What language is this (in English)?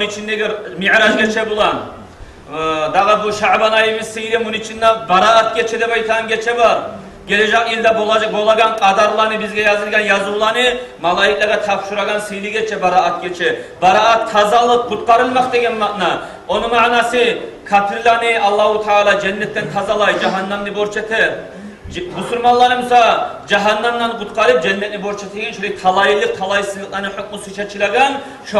Kumyk